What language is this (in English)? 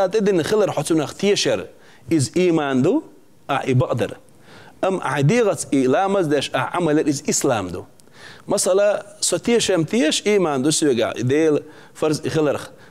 Chechen